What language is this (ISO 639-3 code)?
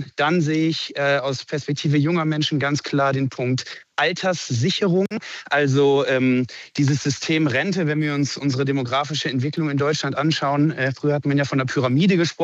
deu